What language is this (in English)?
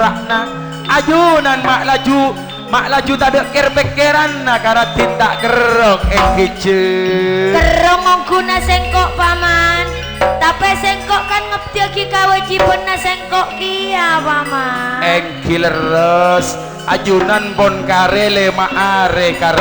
Madurese